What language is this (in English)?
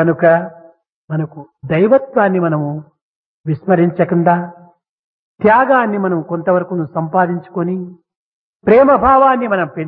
Telugu